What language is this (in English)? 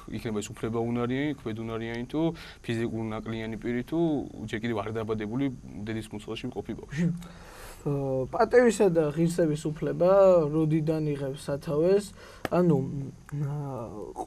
Georgian